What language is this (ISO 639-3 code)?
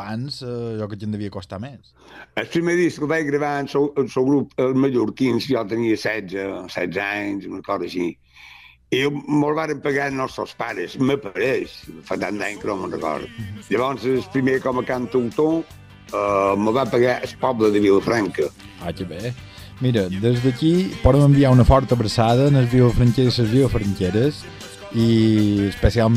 cat